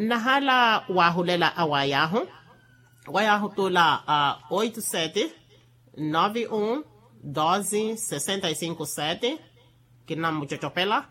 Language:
Makhuwa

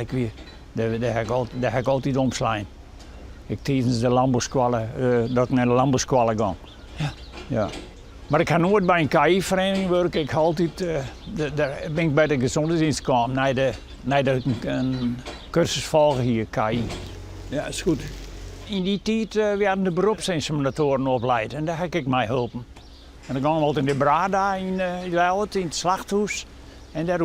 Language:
Western Frisian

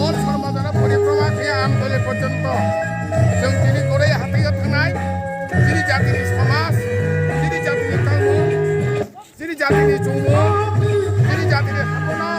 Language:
Kok Borok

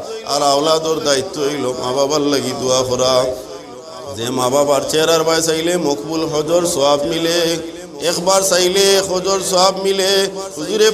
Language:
Sylheti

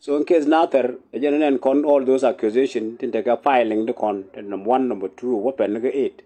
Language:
Nuer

